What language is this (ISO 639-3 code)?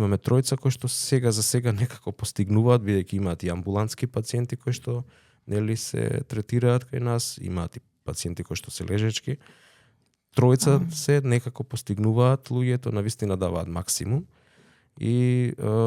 mkd